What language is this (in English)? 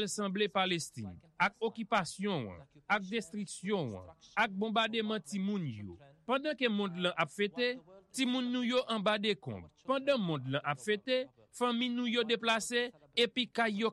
Haitian Creole